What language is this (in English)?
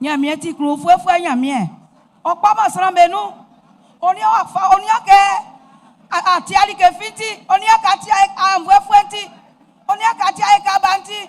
Baoulé